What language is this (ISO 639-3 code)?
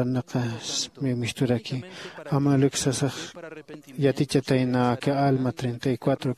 aym